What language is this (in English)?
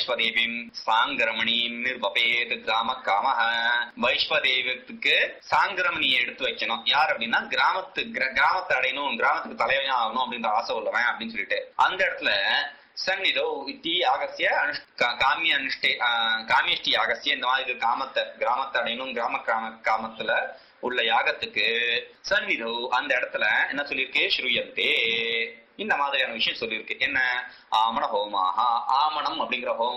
Tamil